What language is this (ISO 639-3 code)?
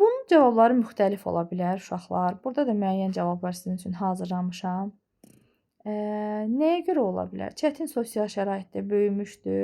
aze